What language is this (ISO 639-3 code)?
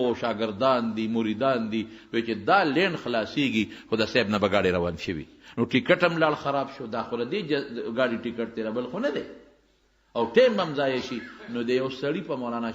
pus